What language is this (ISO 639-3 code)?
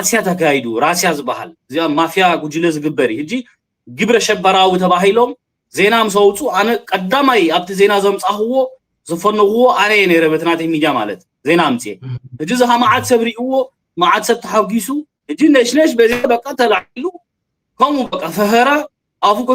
tir